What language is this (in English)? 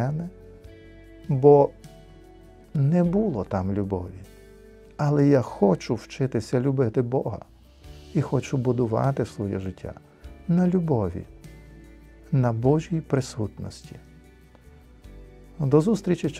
Ukrainian